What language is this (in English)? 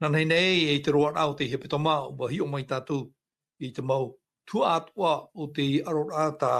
Tahitian